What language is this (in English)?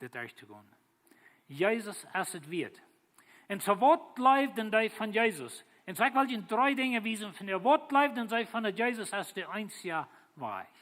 Plautdietsch